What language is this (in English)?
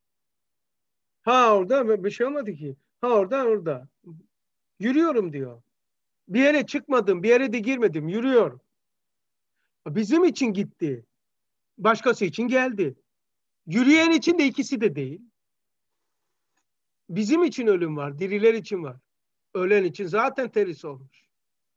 Turkish